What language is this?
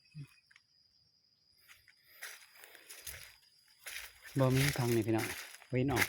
Northeastern Thai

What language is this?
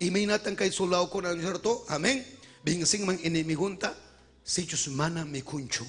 Ayacucho Quechua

